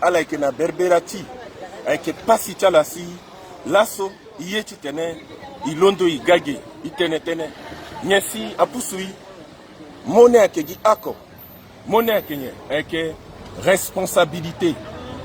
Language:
Sango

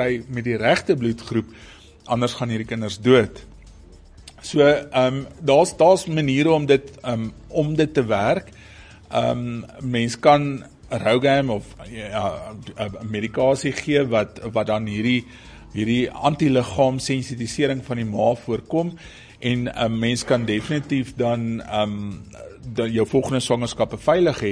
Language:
Afrikaans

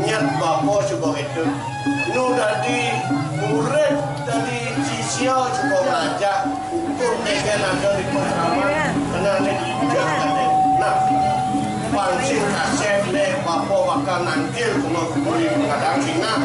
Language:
Balinese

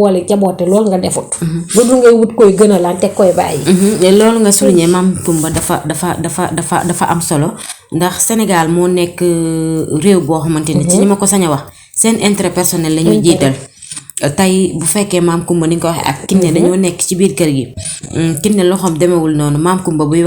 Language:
Wolof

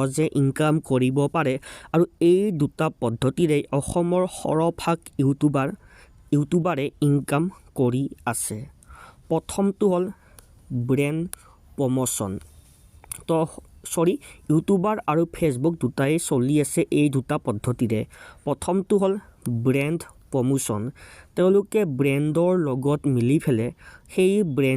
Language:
Assamese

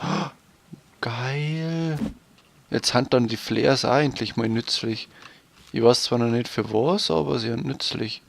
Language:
Bavarian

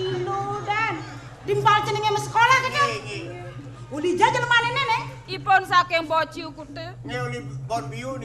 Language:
Balinese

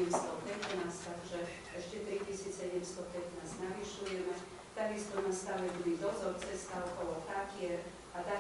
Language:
Slovak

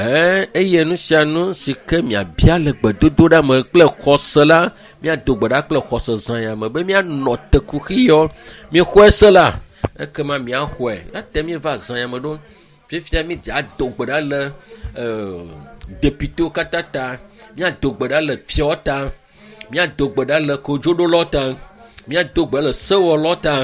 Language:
Ewe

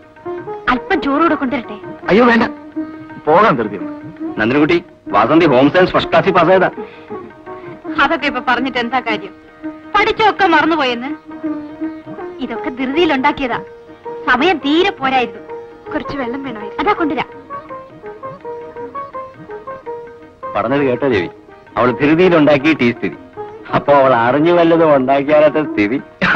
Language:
Malayalam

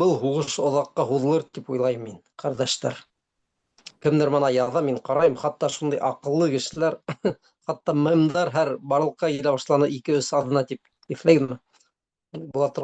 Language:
Bashkir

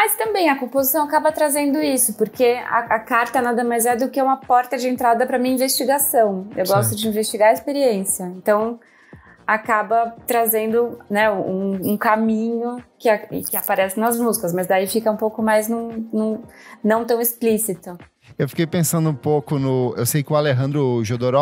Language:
Portuguese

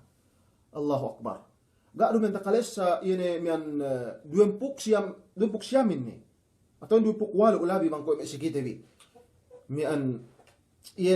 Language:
Yakan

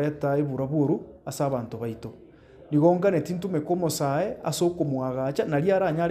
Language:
Gusii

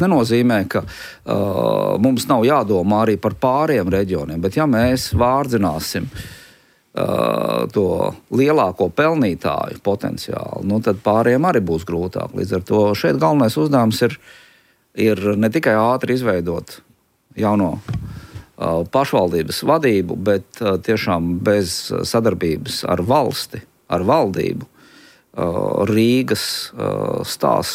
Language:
Latvian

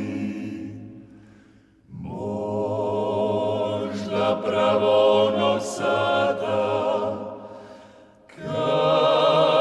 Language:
Croatian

